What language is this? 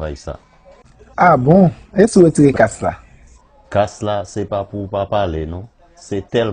Haitian Creole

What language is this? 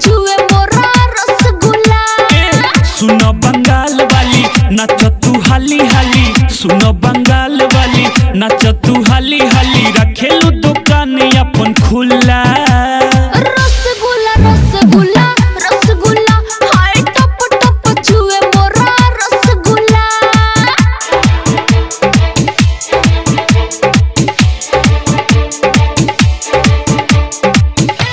Bhojpuri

